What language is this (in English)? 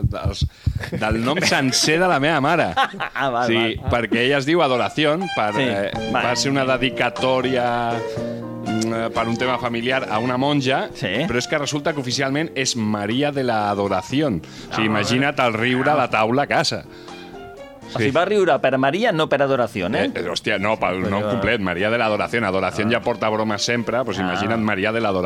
Catalan